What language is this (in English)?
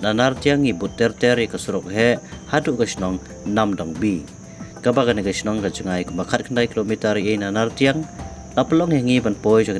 Khasi